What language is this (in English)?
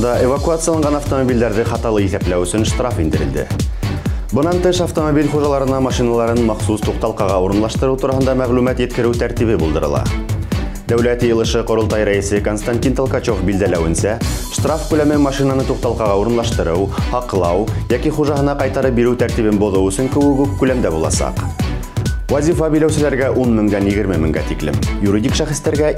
Bashkir